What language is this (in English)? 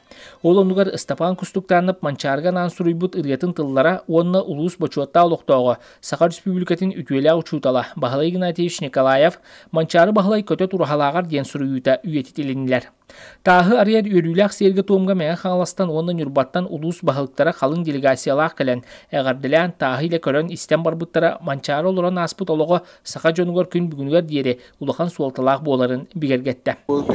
Yakut